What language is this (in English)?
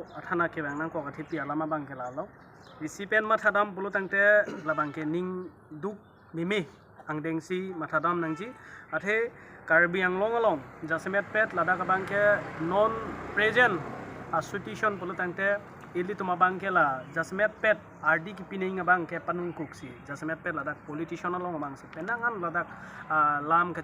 Karbi